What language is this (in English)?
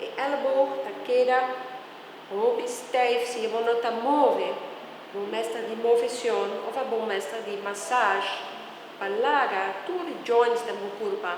Papiamento